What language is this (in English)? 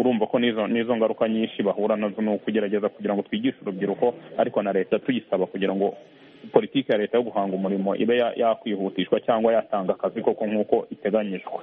Kinyarwanda